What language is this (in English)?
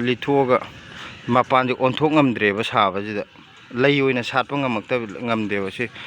Manipuri